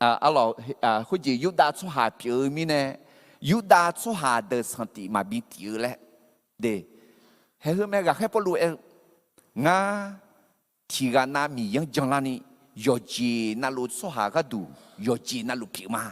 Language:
Akha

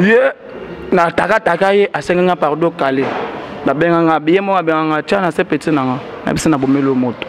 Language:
Lingala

